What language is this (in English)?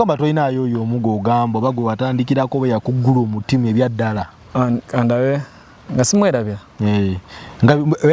Ganda